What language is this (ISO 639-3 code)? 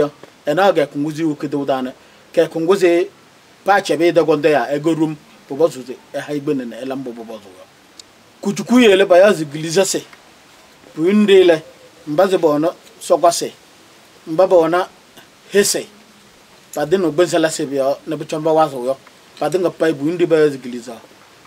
kbp